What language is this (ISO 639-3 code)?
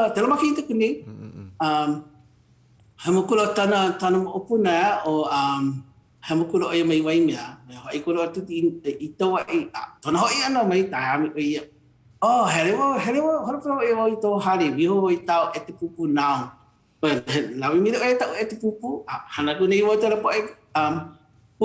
haw